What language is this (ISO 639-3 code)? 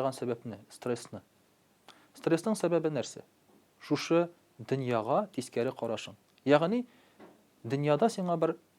tat